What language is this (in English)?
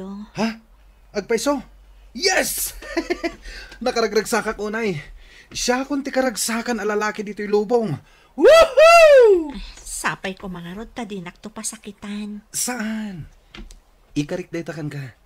Iloko